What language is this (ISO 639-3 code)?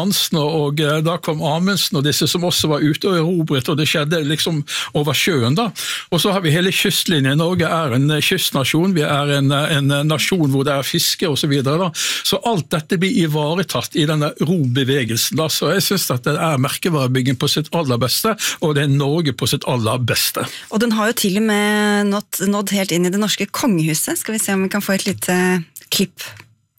nor